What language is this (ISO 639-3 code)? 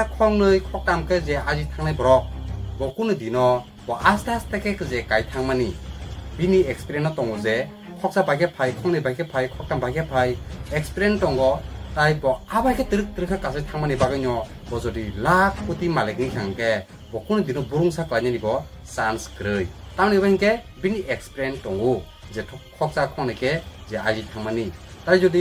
trp